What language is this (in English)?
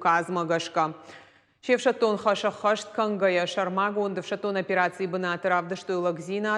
Ossetic